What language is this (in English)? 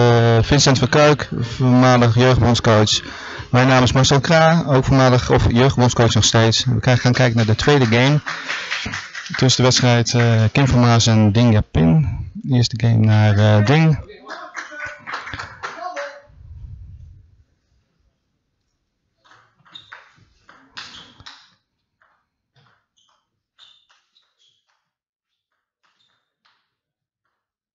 Dutch